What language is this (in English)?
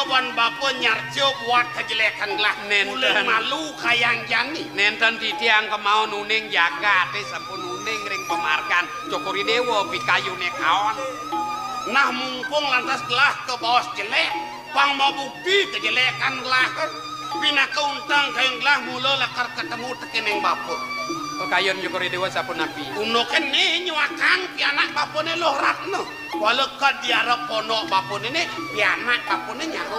Balinese